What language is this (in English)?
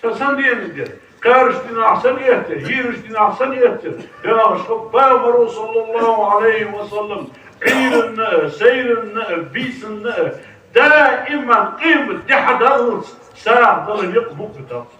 Ingush